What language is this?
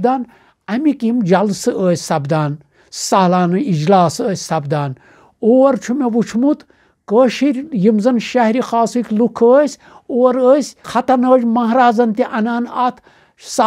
Kashmiri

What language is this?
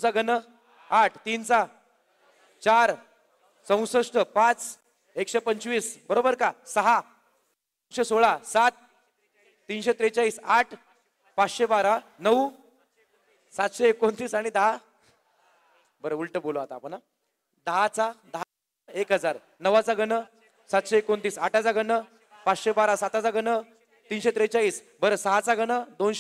Marathi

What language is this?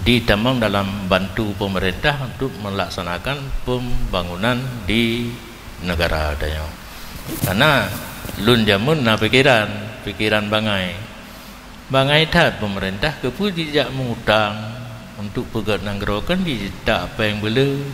Achinese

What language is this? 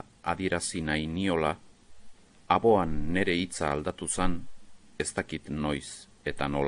Basque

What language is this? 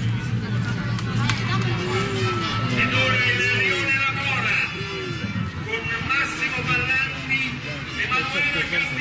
Italian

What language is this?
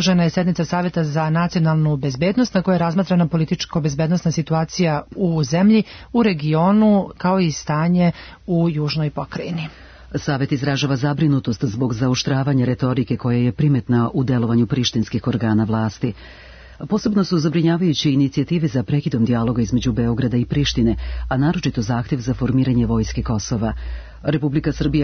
Serbian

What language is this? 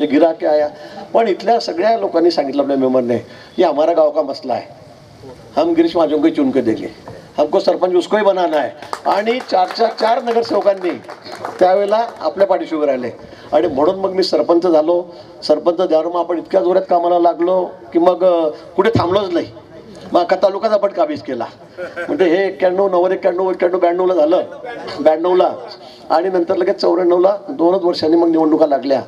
Marathi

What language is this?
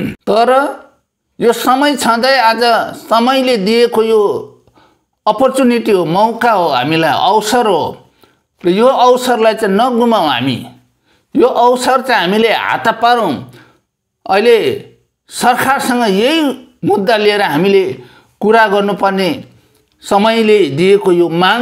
Nepali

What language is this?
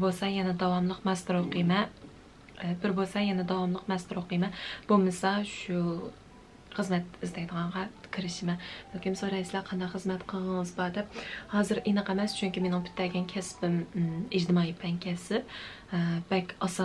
Uyghur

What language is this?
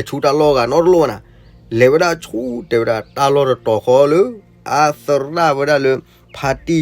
S'gaw Karen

